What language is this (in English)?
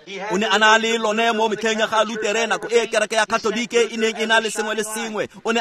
Tswana